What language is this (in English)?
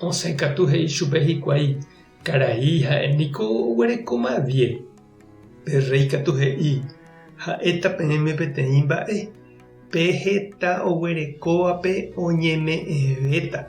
Guarani